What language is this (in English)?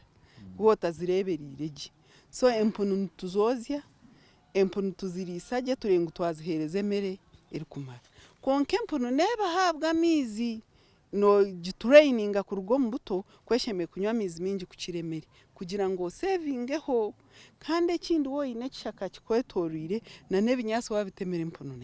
Nyankole